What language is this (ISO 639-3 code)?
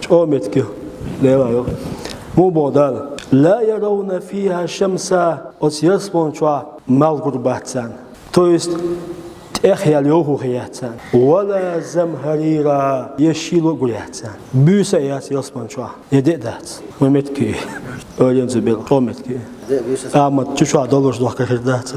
che